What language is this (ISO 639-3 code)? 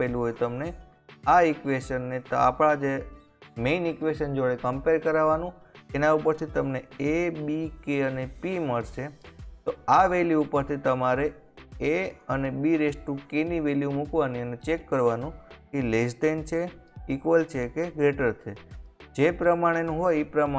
guj